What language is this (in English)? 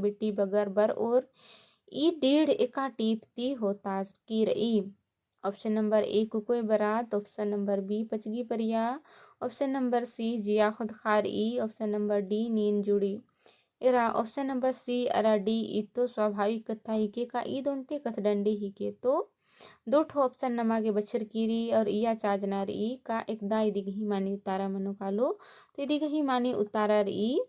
Kurukh